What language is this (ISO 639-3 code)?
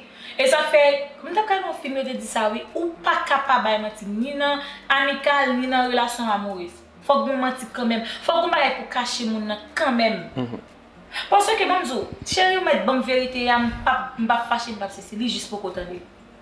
hat